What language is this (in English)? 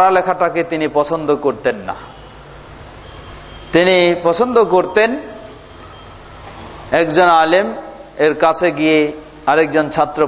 Bangla